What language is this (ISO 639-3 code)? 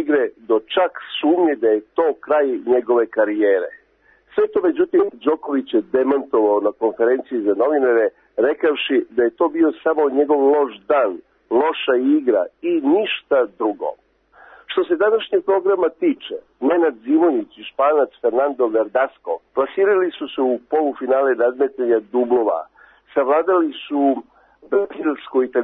srp